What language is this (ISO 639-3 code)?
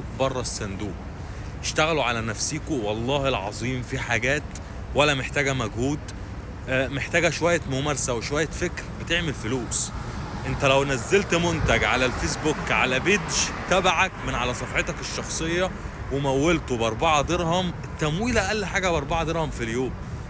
arz